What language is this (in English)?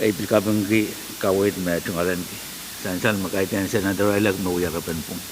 Pohnpeian